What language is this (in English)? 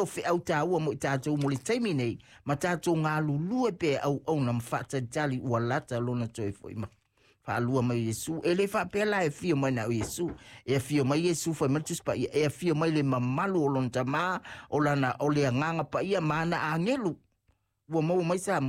Samoan